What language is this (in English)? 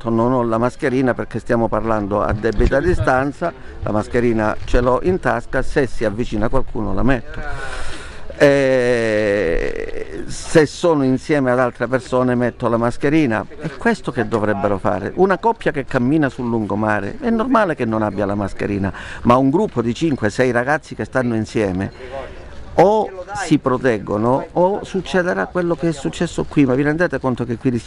Italian